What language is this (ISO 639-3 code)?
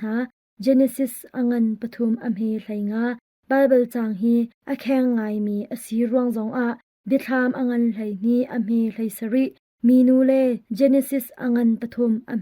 cnh